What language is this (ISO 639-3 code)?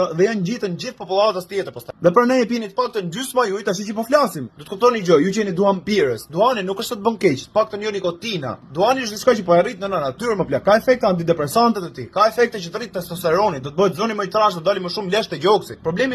sqi